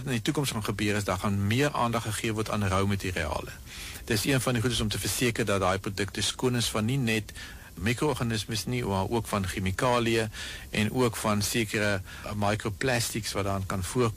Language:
Afrikaans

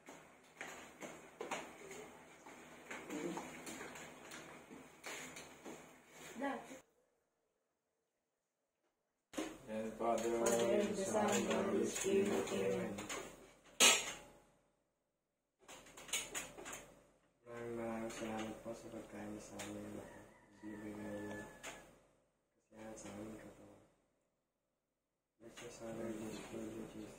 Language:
Filipino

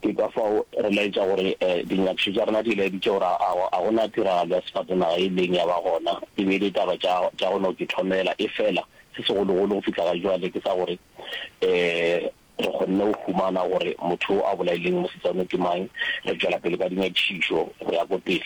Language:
Northern Sotho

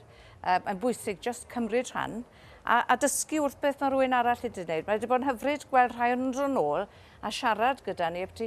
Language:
Welsh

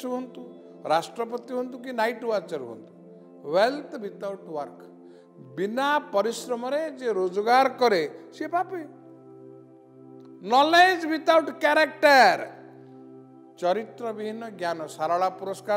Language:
Odia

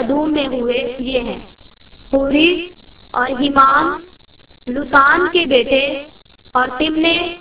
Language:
Urdu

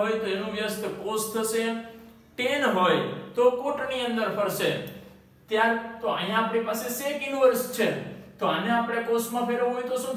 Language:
Gujarati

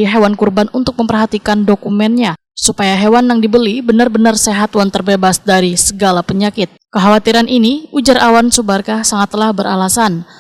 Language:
Banjar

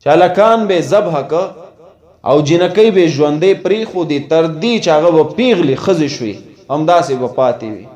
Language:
Pashto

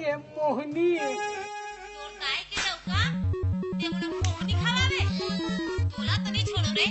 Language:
Chhattisgarhi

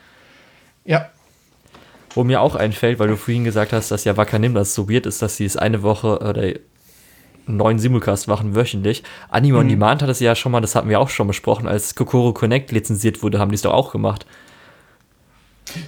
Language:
German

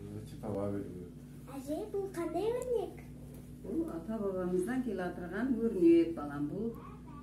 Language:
Kazakh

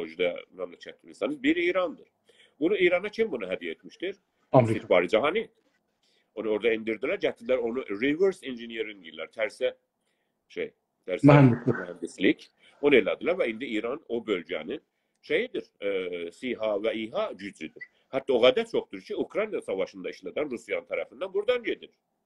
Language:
South Azerbaijani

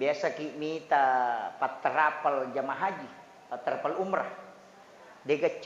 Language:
Buginese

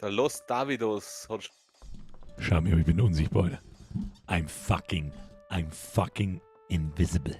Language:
Bavarian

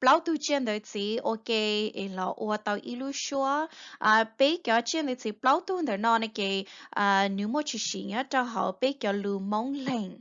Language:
Hmong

